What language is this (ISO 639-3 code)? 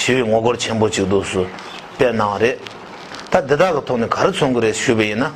bod